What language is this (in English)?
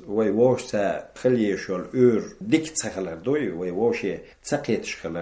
Chechen